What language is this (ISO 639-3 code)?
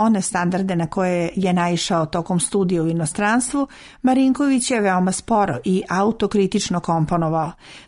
srp